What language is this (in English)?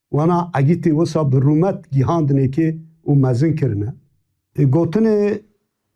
Kurdish